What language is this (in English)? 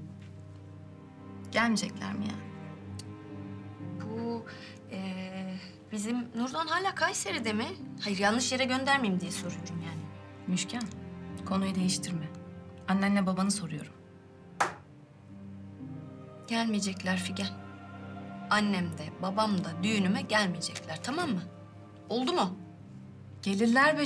Turkish